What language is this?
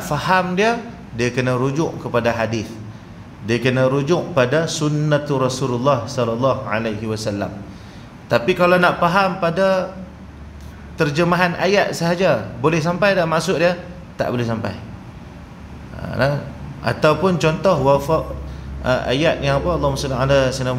Malay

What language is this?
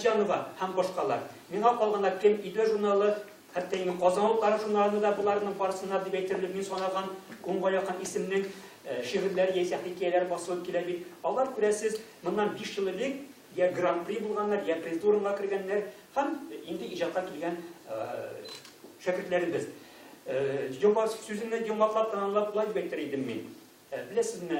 Tatar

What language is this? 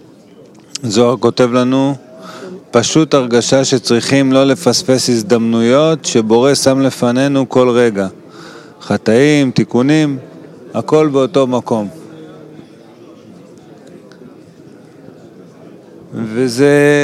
Hebrew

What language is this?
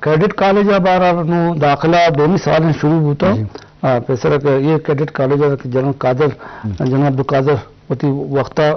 Eastern Balochi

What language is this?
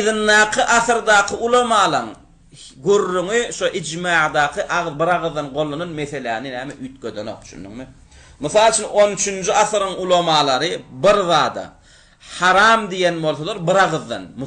Turkmen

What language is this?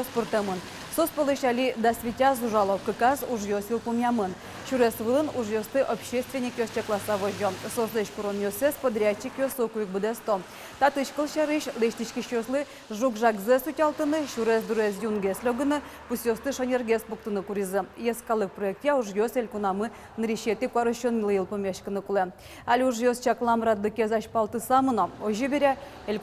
Udmurt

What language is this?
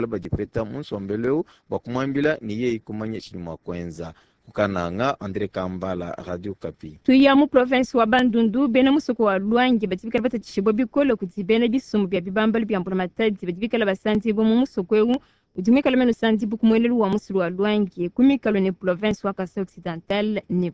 Luba-Lulua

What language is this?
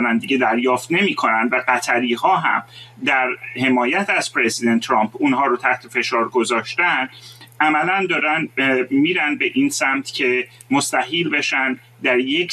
Persian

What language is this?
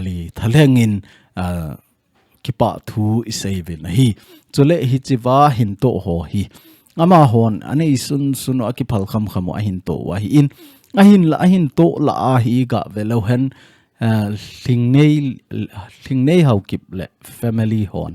Thado Chin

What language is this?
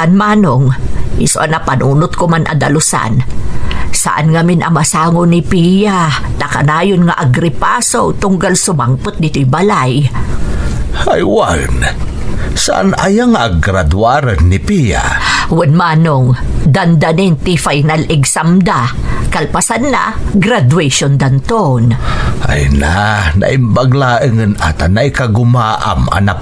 Iloko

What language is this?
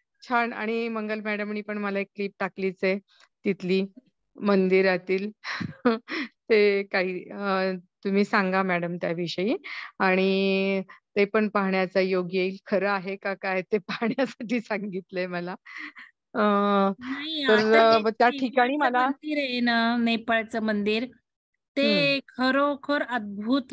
Marathi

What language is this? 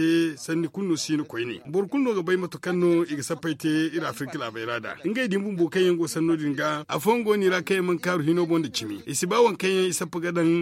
Zarma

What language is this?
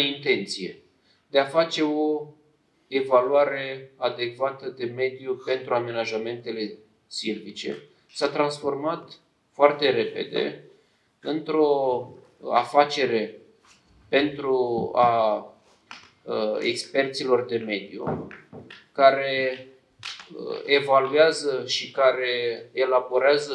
Romanian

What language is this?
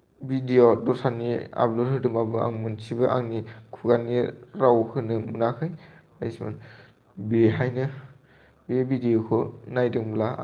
Bodo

